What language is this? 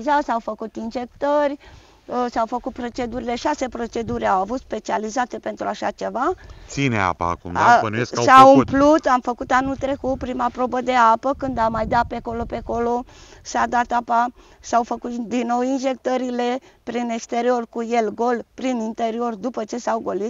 Romanian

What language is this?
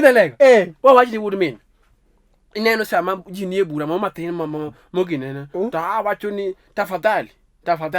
Luo (Kenya and Tanzania)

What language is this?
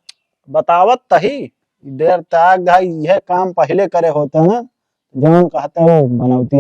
Awadhi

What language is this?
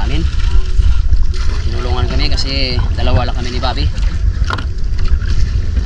Filipino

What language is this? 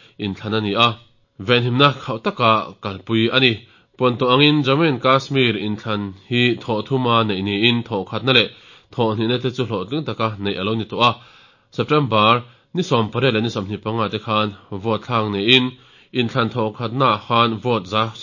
Mizo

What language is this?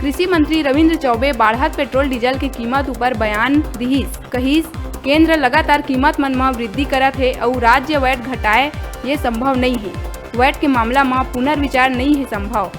Chhattisgarhi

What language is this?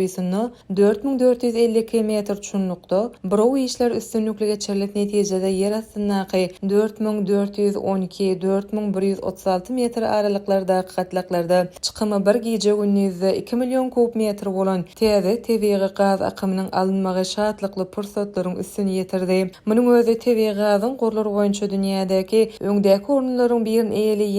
Turkmen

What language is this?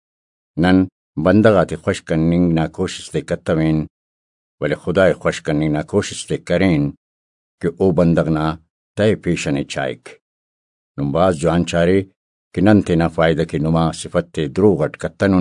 Brahui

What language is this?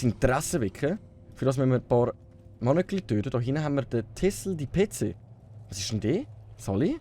Swiss German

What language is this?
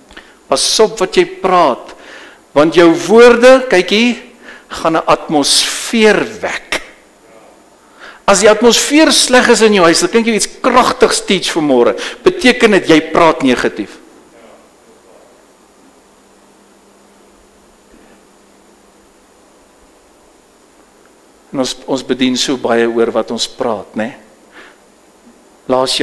Afrikaans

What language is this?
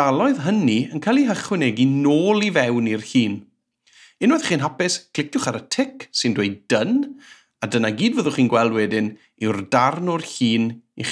Welsh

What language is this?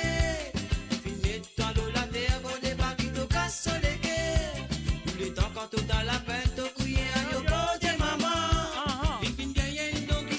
Morisyen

